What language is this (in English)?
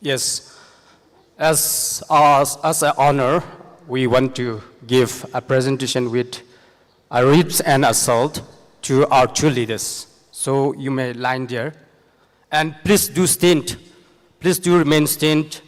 Tangkhul Naga (India)